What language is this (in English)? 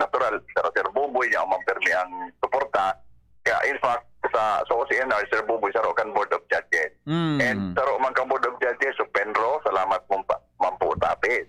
Bikol